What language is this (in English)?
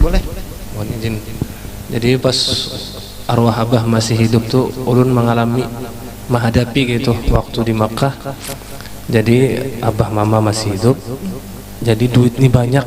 Banjar